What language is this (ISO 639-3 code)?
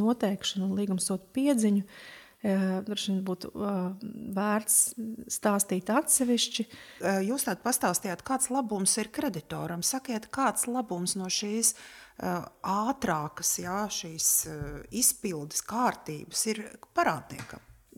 lav